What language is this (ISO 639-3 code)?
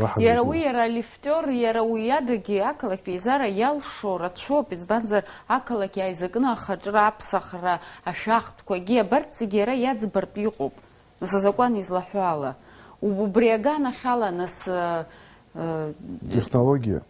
abk